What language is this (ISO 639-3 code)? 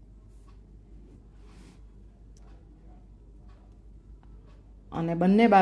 guj